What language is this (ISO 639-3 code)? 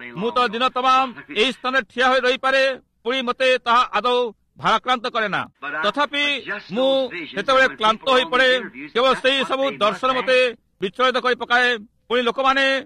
ori